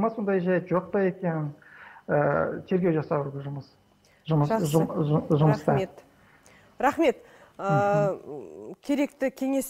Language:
Kazakh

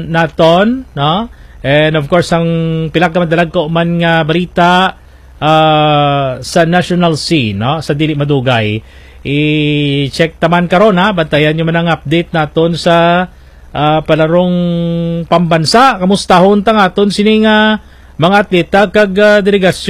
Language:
Hiligaynon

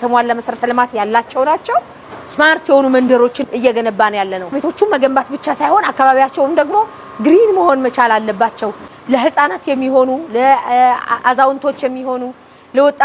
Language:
Amharic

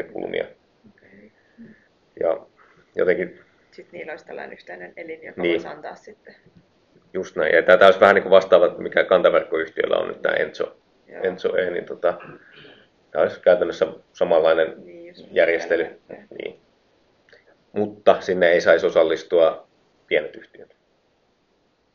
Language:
Finnish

